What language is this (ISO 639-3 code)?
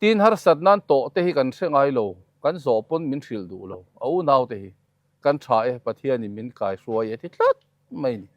lus